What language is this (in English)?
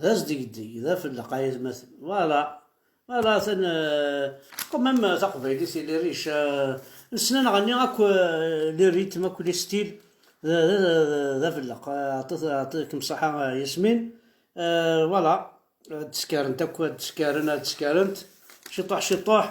Kabyle